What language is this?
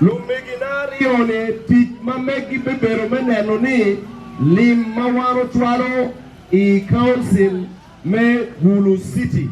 Acoli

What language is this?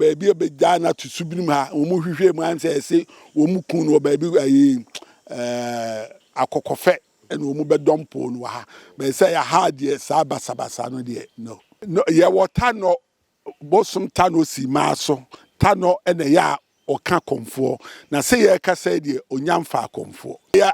Akan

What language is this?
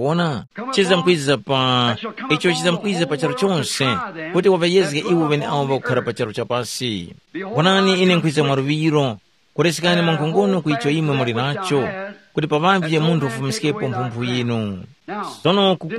Tumbuka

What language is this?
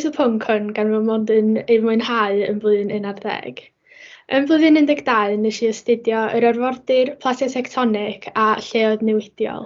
Welsh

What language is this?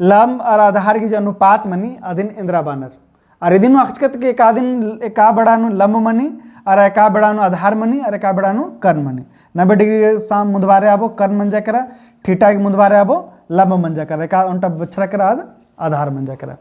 Kurukh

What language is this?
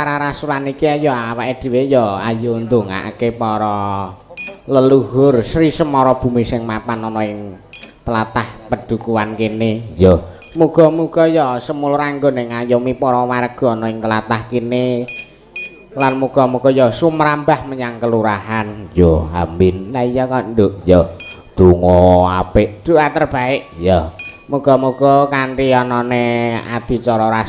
Javanese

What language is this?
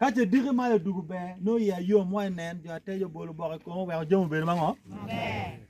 Acoli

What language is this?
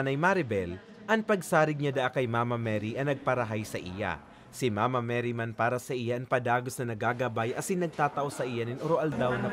Bikol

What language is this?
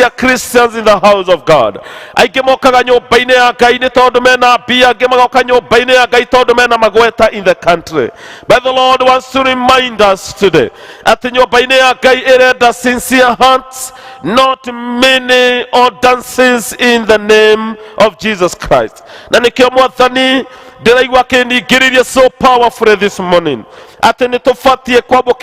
Kikuyu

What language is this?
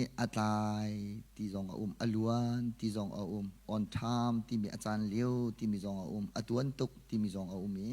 Hakha Chin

